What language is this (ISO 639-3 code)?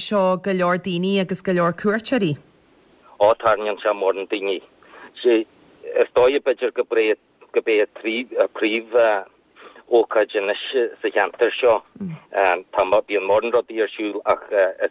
gle